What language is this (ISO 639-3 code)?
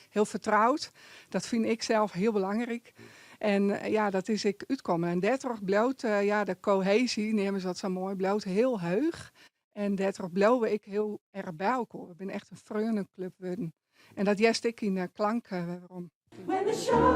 fry